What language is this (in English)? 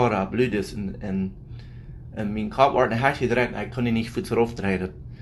Plautdietsch